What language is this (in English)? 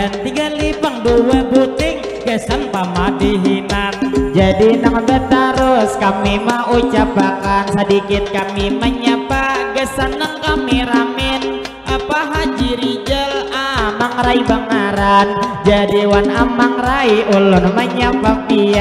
Banjar